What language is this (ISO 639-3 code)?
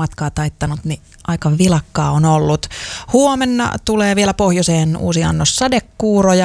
fin